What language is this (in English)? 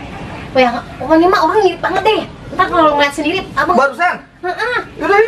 Betawi